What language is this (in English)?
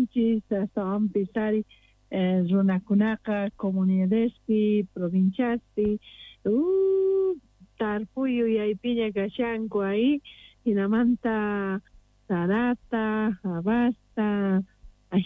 Quechua